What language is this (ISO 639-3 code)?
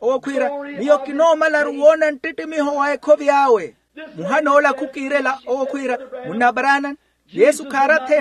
vmw